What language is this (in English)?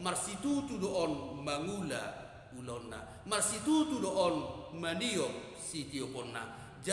Batak Toba